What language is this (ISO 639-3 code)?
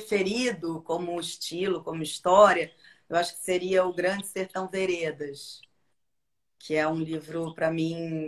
por